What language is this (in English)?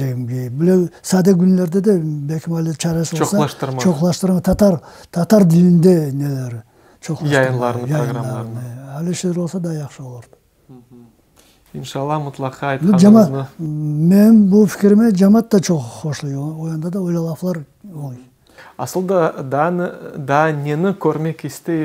Crimean Tatar